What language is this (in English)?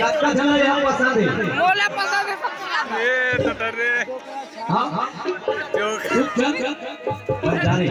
Chhattisgarhi